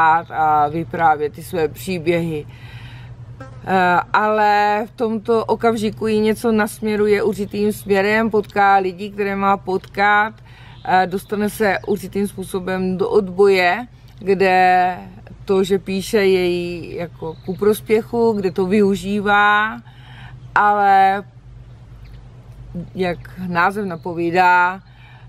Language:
Czech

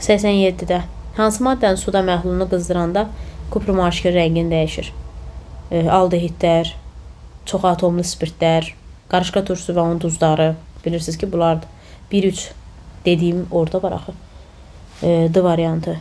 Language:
Azerbaijani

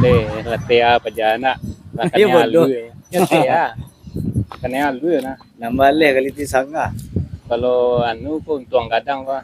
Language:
Minangkabau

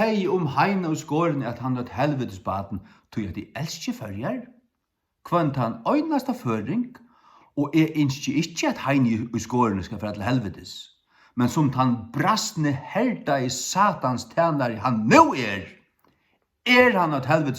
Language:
Faroese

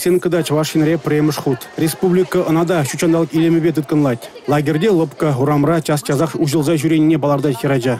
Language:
Chuvash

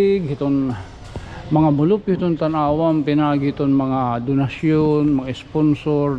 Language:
Waray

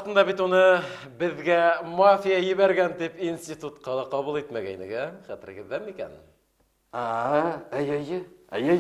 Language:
Bashkir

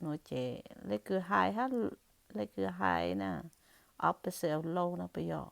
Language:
Hmong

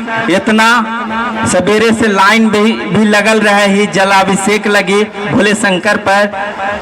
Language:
Magahi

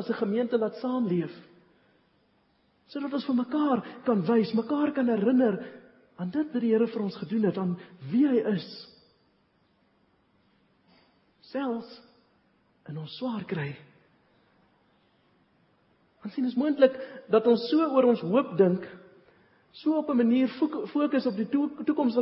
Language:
Afrikaans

